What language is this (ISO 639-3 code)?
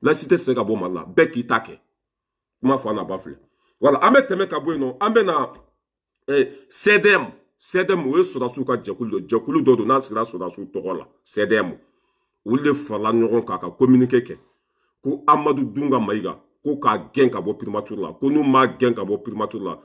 bam